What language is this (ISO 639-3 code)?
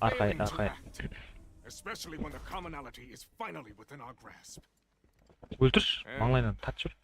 kaa